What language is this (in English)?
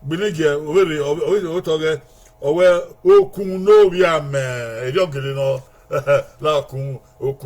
Bini